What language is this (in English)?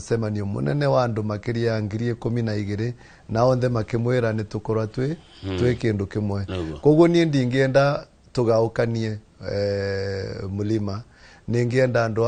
Kikuyu